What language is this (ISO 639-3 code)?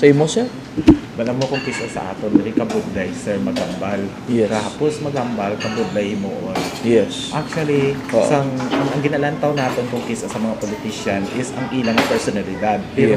hil